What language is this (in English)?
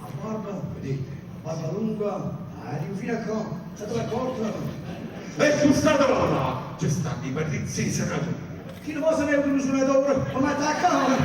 Neapolitan